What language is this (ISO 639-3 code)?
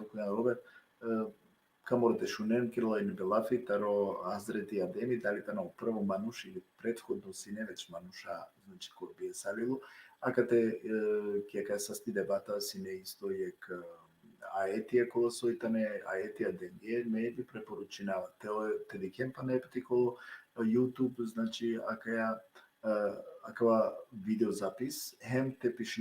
rmn